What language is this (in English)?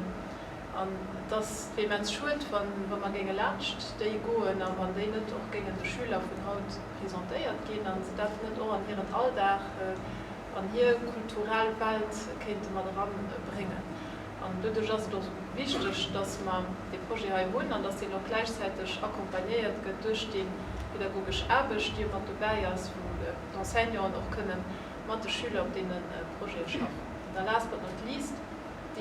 Luxembourgish